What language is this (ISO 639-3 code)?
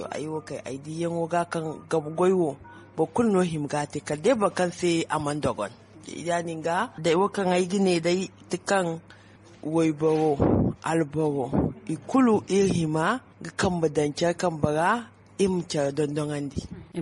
dje